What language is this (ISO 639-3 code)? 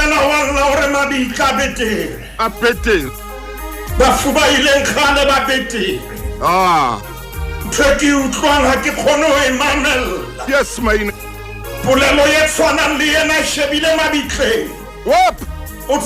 sot